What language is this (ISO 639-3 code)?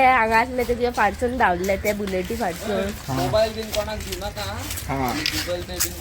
kok